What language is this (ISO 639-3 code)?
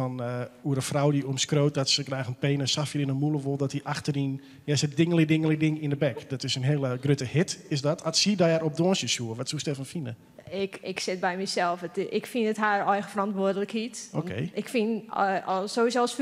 fry